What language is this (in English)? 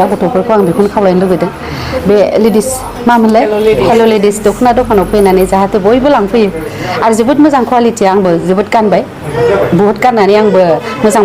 Bodo